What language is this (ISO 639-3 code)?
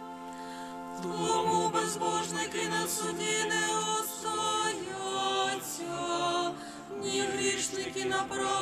ukr